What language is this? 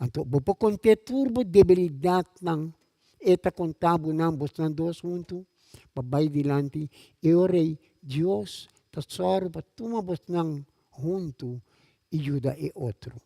Papiamento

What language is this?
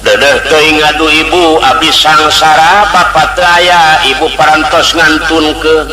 Sundanese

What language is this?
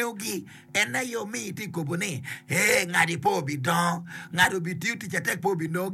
Acoli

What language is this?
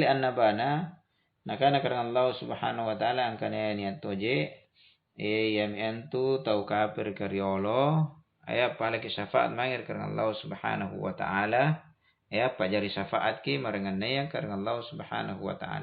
Makasar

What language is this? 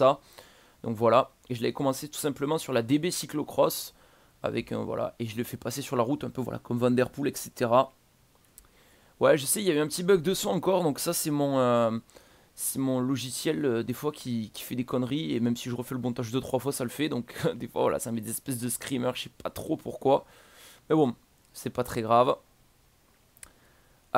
French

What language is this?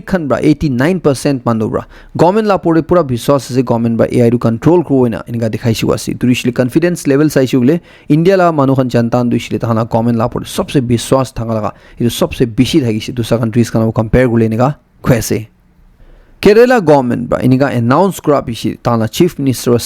Naga Pidgin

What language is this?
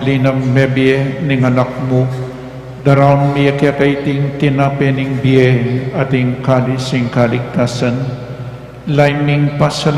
Pampanga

